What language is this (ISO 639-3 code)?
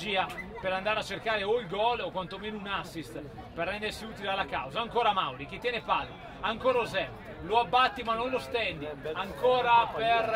ita